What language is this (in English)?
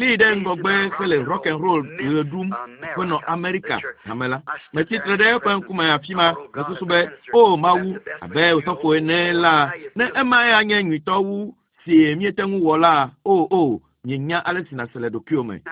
Ewe